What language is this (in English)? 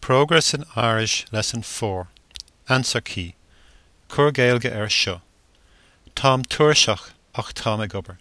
Irish